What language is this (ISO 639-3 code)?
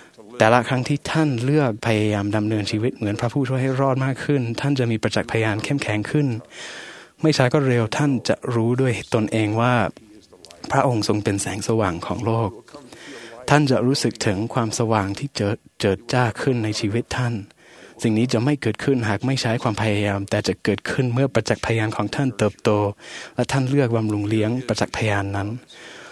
tha